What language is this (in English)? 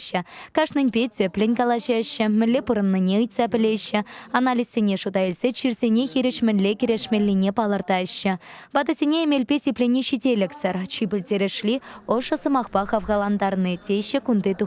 Chuvash